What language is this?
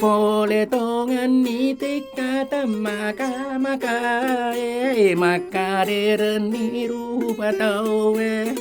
Buginese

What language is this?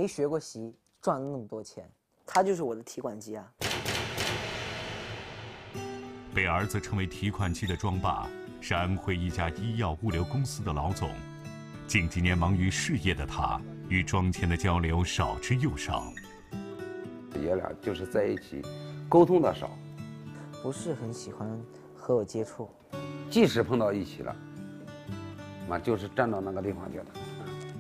Chinese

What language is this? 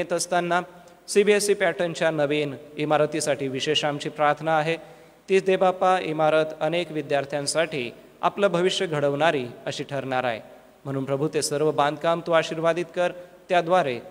Marathi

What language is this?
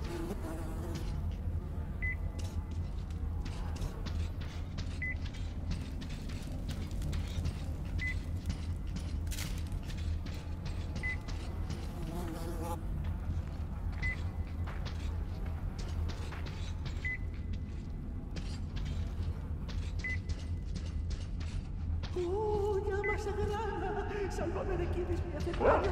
Spanish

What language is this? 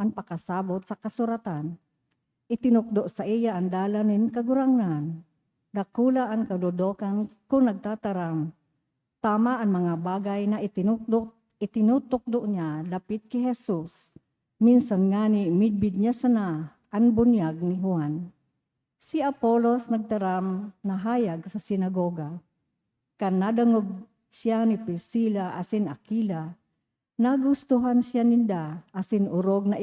Bikol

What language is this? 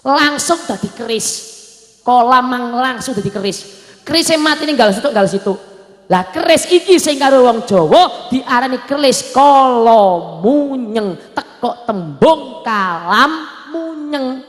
Javanese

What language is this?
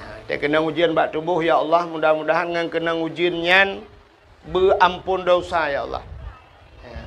Achinese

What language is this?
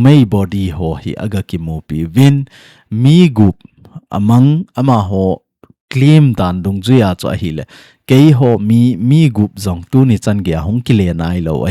Thado Chin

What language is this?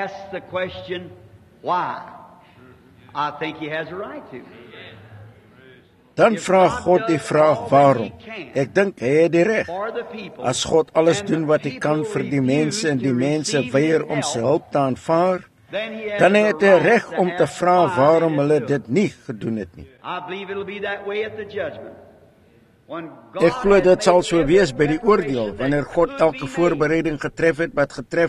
Afrikaans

